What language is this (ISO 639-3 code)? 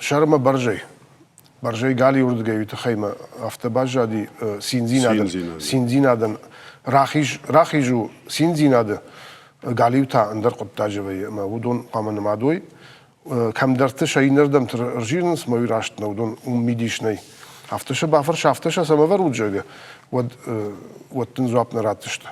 oss